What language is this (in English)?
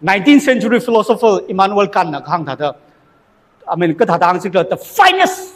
Tangkhul Naga (India)